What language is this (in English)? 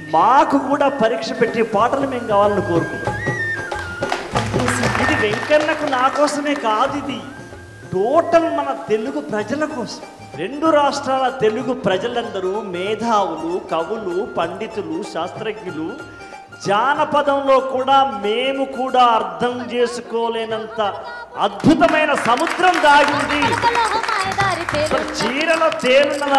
Telugu